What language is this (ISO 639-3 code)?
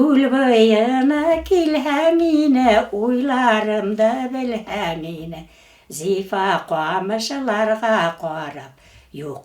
bak